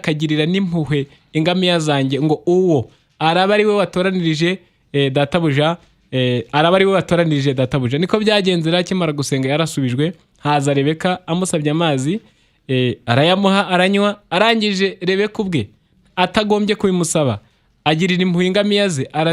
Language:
Kinyarwanda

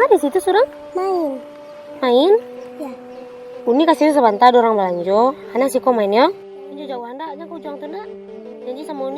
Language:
Minangkabau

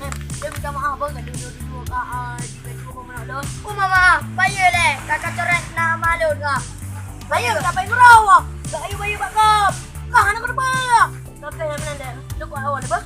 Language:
Achinese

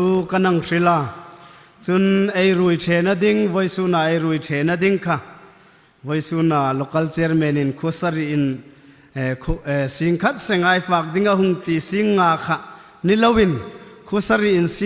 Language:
Hmar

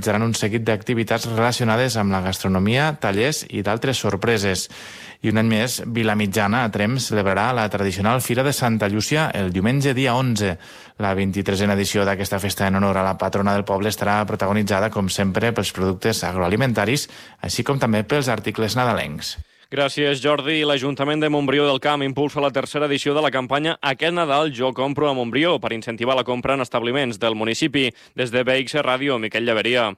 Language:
Catalan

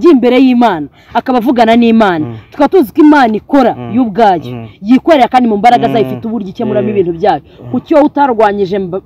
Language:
Kinyarwanda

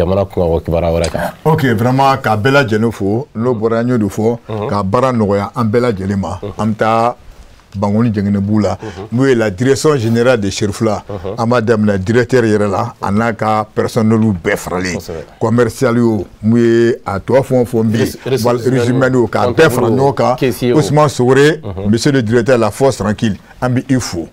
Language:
Bambara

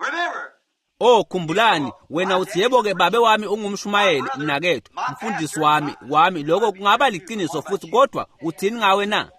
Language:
Swati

